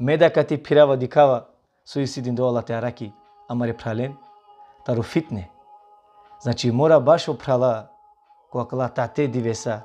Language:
Balkan Romani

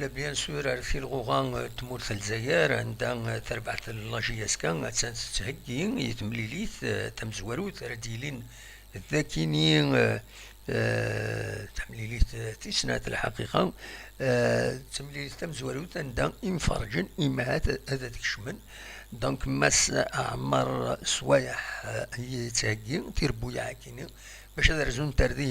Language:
Kabyle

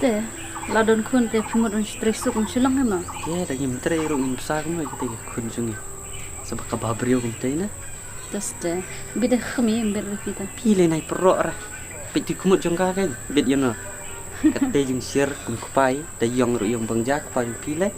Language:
Khasi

